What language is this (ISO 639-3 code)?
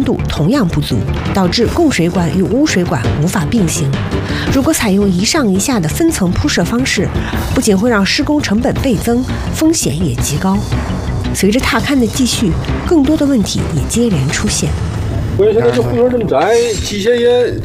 zho